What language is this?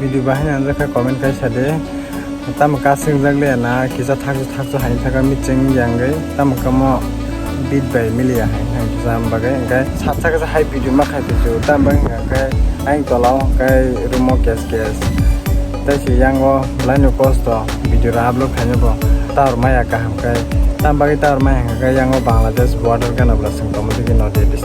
Kok Borok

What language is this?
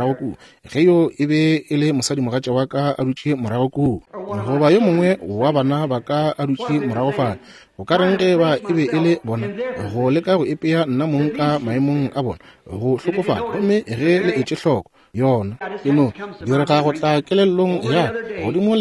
Northern Sotho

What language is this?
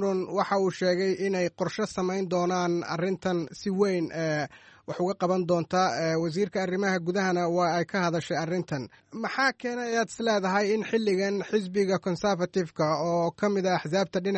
Somali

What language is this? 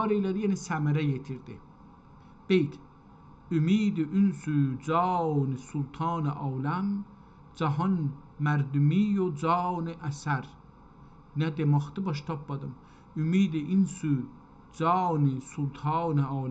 South Azerbaijani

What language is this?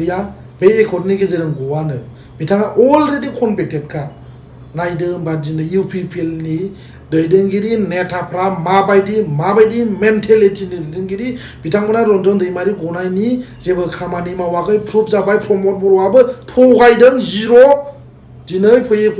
Bodo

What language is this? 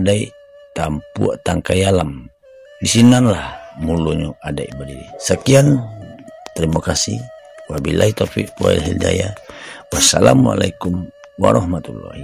Minangkabau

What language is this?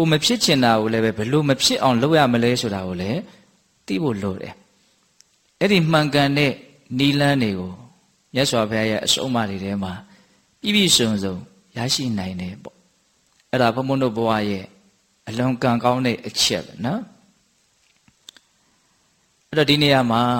Burmese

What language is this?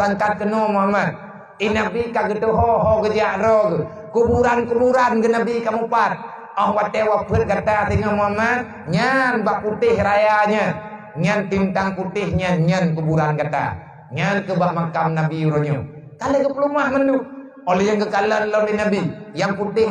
Achinese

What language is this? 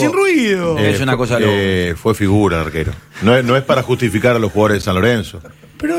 Spanish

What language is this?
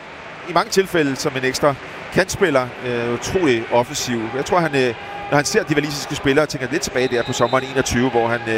Danish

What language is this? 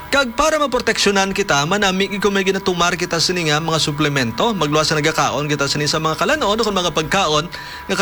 Hiligaynon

